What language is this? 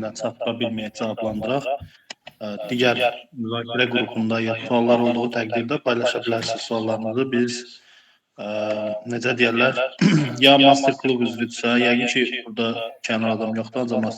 Azerbaijani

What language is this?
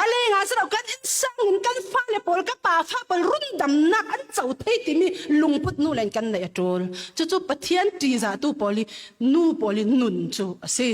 Falam Chin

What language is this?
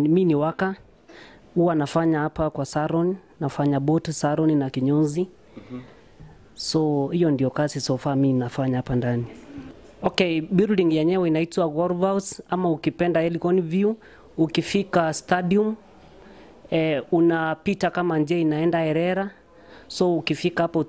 Swahili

